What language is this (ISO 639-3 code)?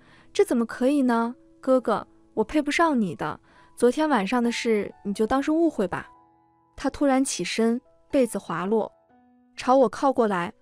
zho